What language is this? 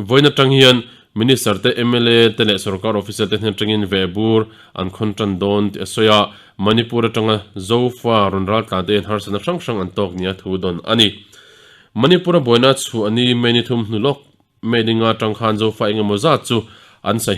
Mizo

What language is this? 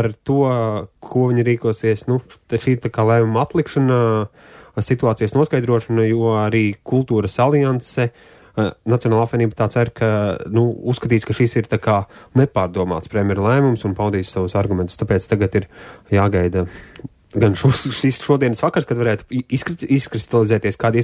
Latvian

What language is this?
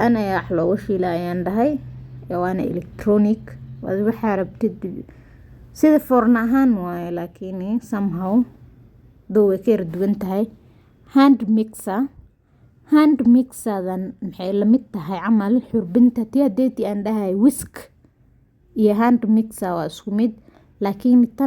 Somali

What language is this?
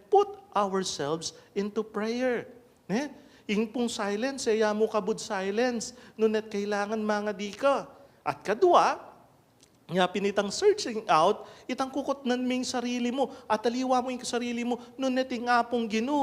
Pampanga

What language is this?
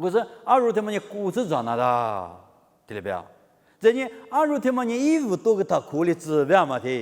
Lisu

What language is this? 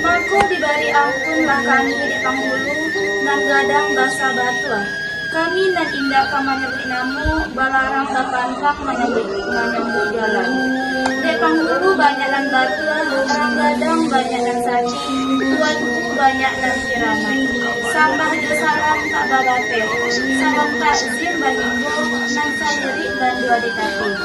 Minangkabau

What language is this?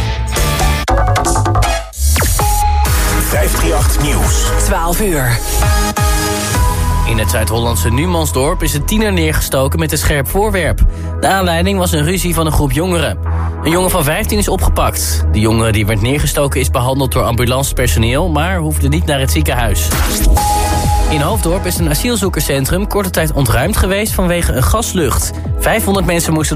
Dutch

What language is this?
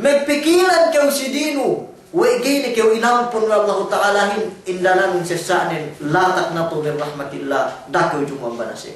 Yakan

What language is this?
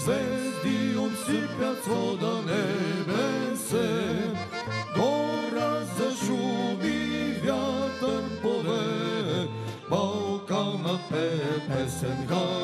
Bulgarian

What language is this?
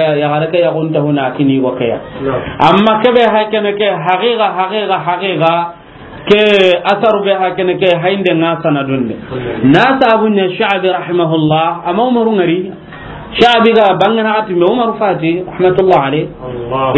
Soninke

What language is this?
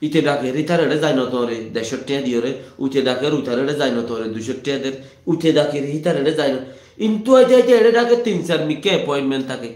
Rohingya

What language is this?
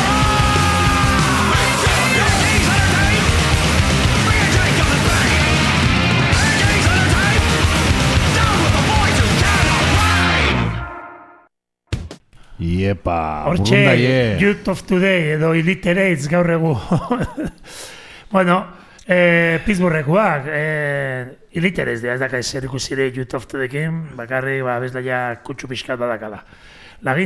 Basque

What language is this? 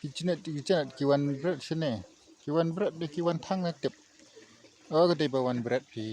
Khasi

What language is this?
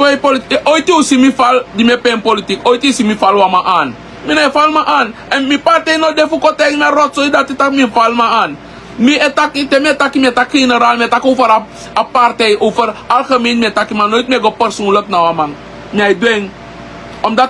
Sranan Tongo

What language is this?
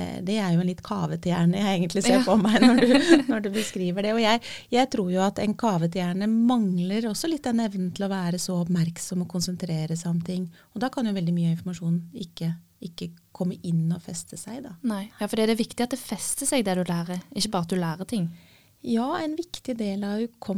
Norwegian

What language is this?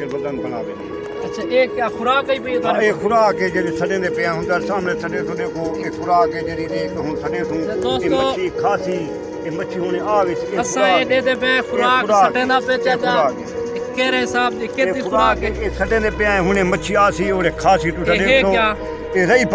Saraiki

